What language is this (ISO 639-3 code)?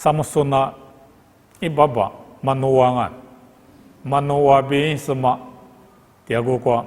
lis